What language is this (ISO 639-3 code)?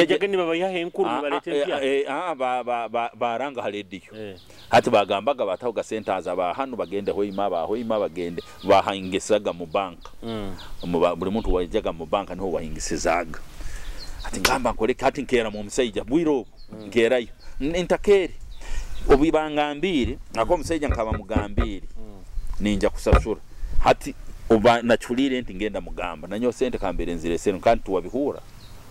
nyo